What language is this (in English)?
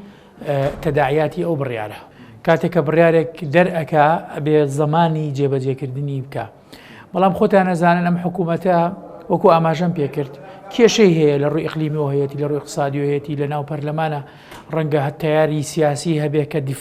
Central Kurdish